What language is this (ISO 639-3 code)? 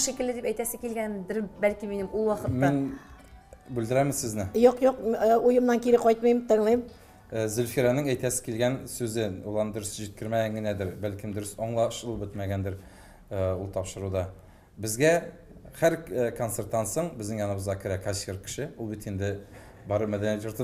tat